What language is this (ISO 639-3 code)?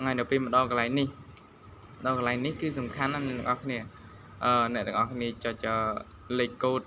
khm